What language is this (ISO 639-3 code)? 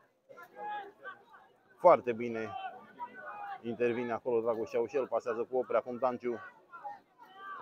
ron